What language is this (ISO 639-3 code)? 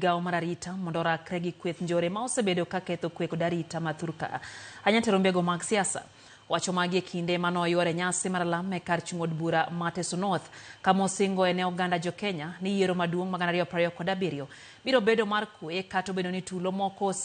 luo